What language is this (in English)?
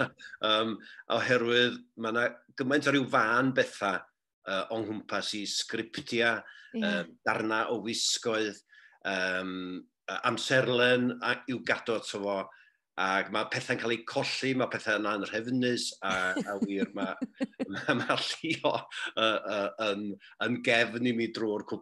Welsh